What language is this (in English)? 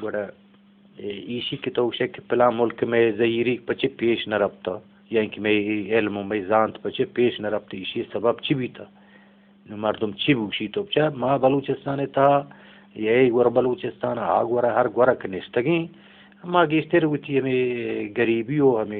Eastern Balochi